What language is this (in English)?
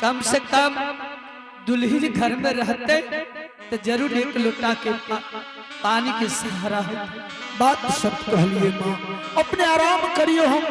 Angika